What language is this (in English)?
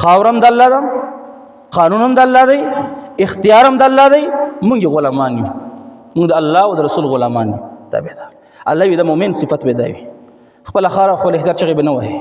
Pashto